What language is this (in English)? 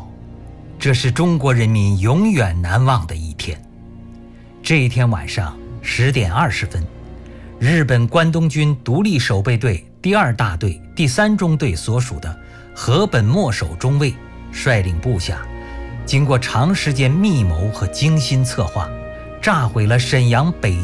Chinese